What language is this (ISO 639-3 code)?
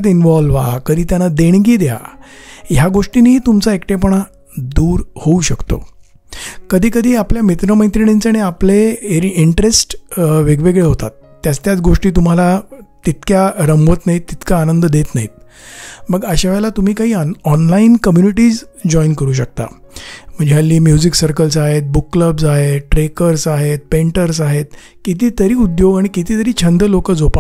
mar